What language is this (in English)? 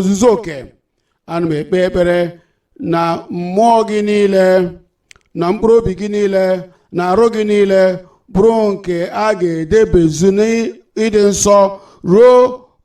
Igbo